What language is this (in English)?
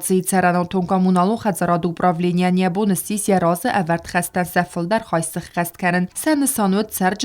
Ossetic